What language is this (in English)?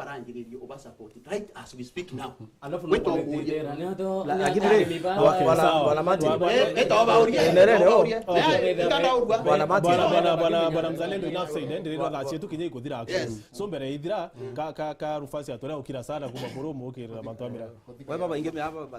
Meru